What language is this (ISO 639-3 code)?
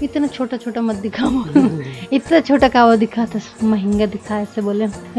hne